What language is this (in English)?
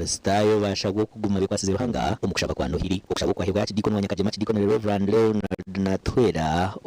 Nyankole